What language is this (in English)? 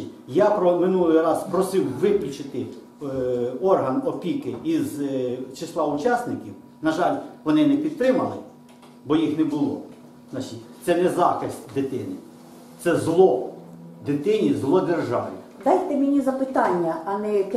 Ukrainian